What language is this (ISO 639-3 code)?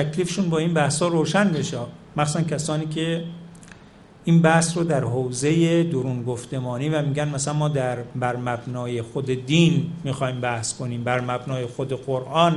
fas